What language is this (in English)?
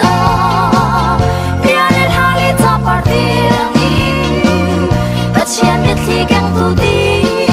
Hakha Chin